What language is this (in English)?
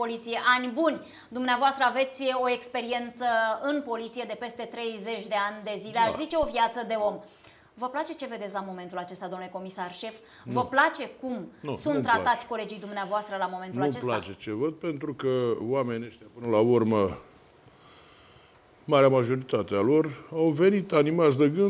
Romanian